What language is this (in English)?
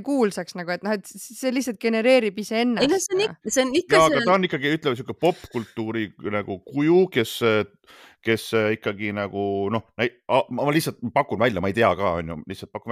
Estonian